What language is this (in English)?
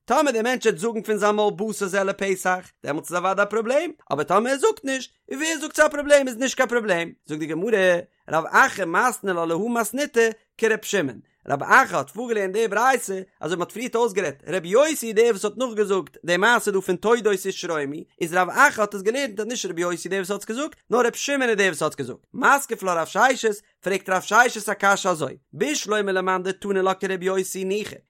Yiddish